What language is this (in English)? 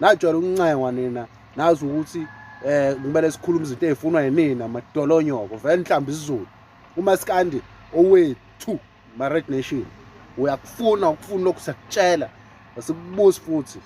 Zulu